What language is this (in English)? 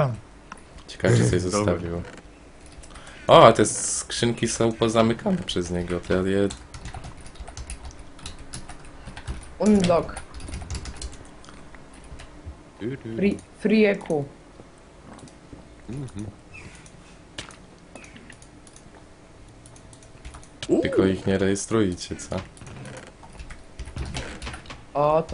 Polish